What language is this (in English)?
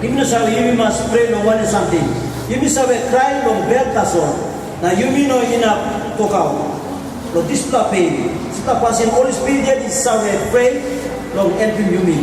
Tok Pisin